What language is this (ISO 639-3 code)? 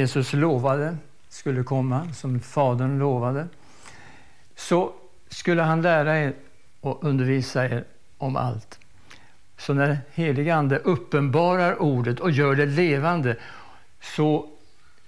swe